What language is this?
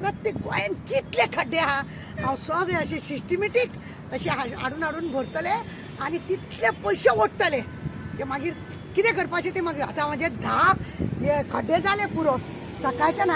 Konkani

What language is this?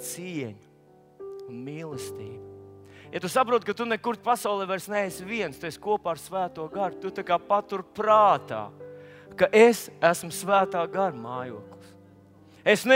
Latvian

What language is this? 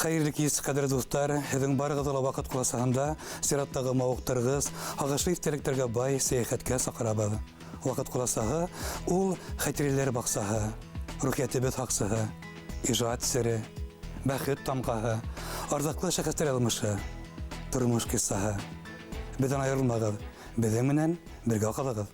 Bashkir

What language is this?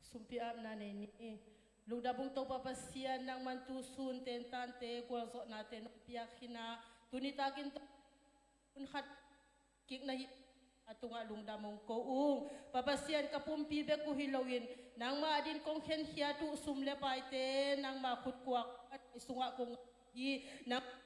Tedim Chin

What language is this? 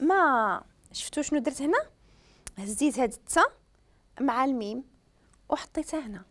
Moroccan Arabic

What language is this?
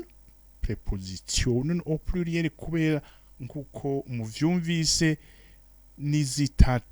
Rundi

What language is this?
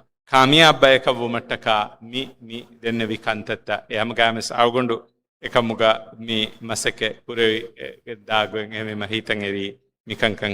Divehi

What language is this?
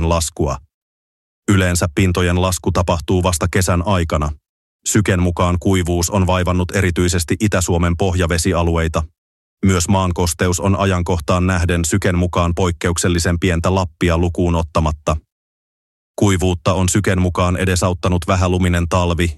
Finnish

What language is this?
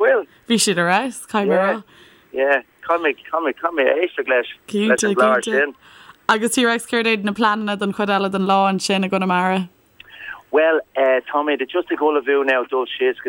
Irish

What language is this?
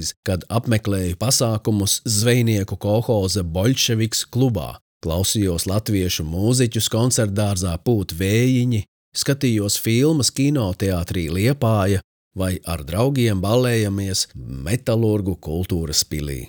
Latvian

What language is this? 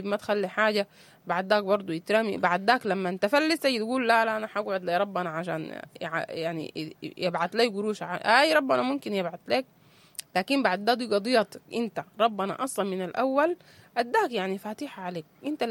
Sudanese Arabic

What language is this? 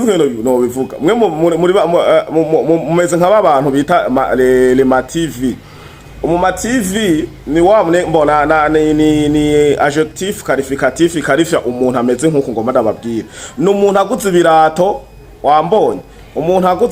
Rundi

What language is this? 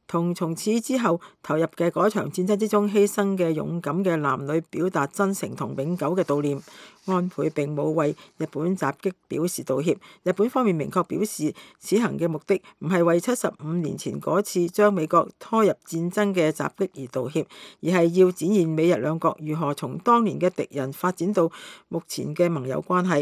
Cantonese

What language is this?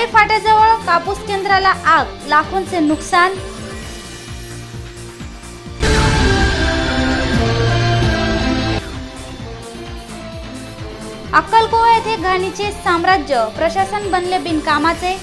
Marathi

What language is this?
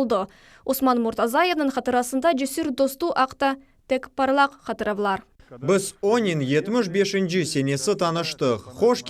Crimean Tatar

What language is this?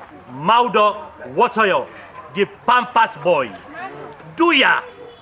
Krio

